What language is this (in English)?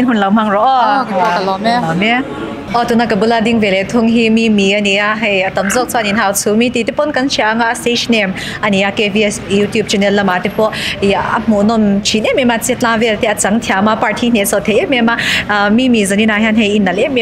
Mizo